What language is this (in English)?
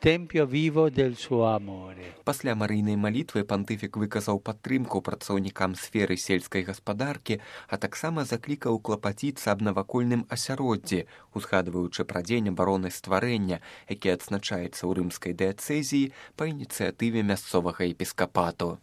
Belarusian